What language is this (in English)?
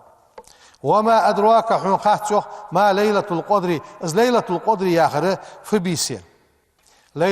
Ingush